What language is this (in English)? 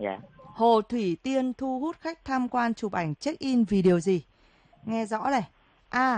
Vietnamese